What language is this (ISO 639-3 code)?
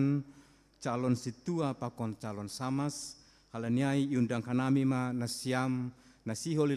bts